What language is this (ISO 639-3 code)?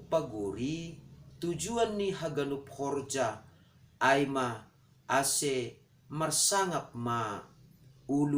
bts